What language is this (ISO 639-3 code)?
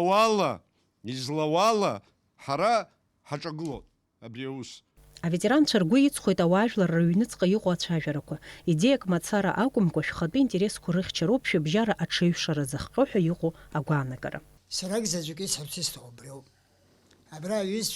abk